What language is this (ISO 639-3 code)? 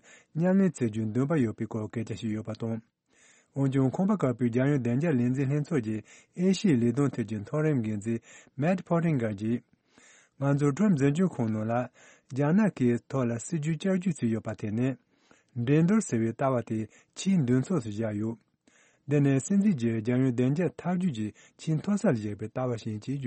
bod